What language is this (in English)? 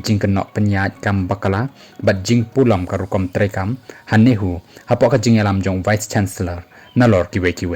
Khasi